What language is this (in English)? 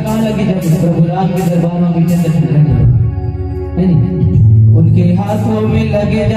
Chhattisgarhi